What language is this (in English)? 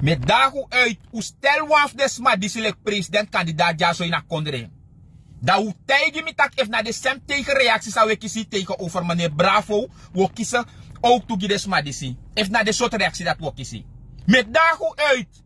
Sranan Tongo